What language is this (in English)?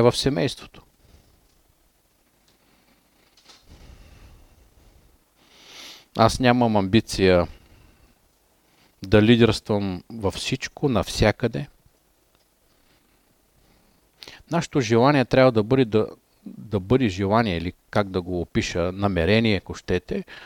Bulgarian